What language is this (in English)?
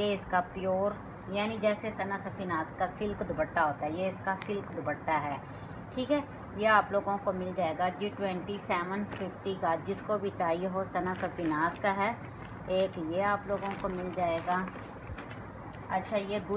Hindi